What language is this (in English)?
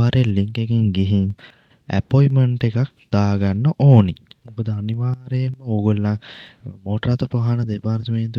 Sinhala